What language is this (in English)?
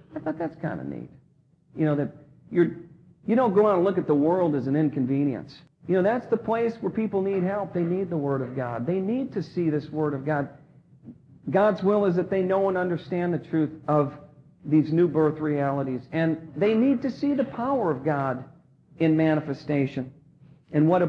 English